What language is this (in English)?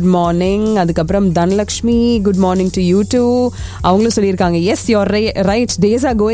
Tamil